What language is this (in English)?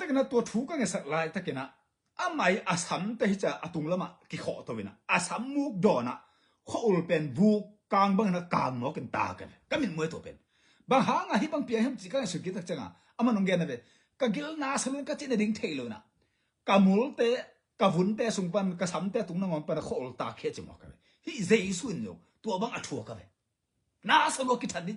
Tedim Chin